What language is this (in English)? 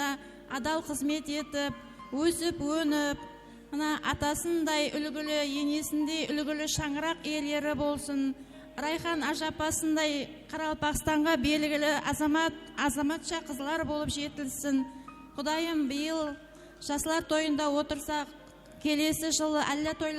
Kara-Kalpak